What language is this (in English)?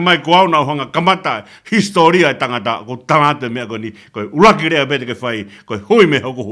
Tongan